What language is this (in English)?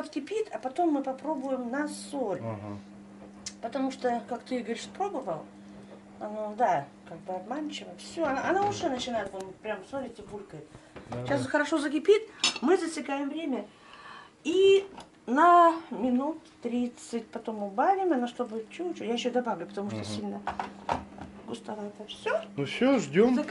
Russian